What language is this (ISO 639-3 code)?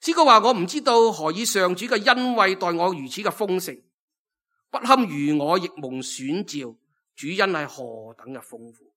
yue